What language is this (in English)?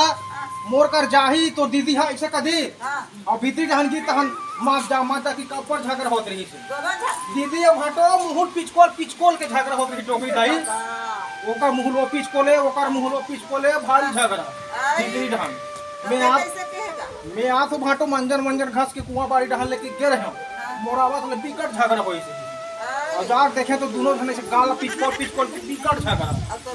Chhattisgarhi